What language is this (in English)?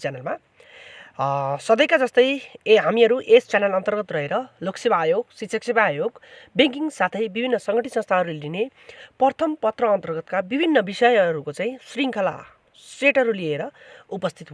Nepali